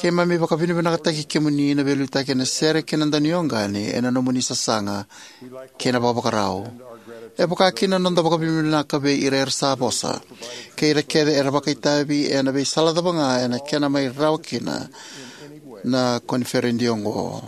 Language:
Fijian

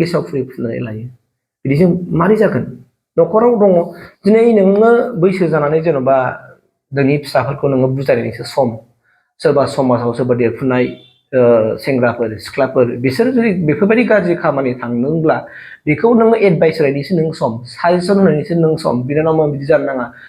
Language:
Bodo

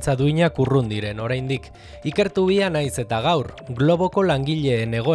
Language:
Basque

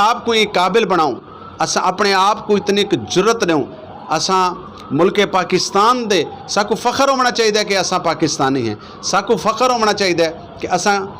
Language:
Saraiki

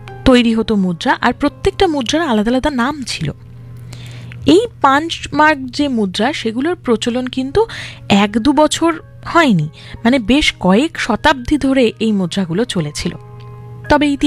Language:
Bangla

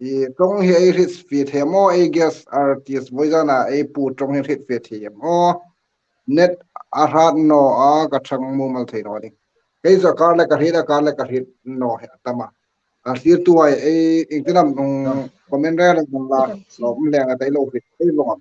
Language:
Hmar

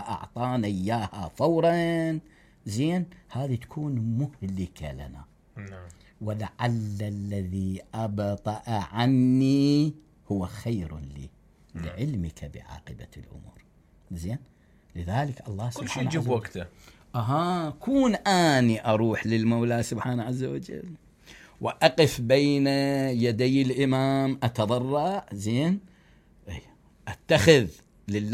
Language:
Mesopotamian Arabic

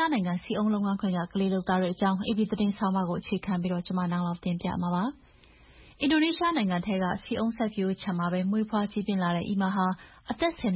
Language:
Burmese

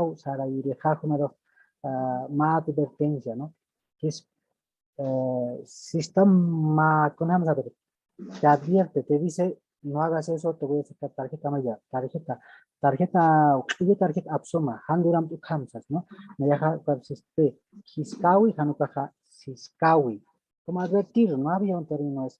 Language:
Aymara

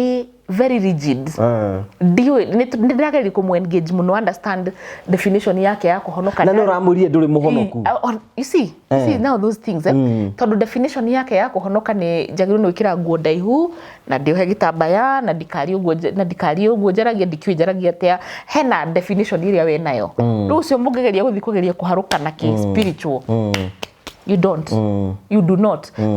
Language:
Kikuyu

